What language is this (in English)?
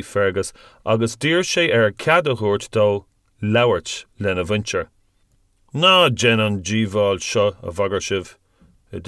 Irish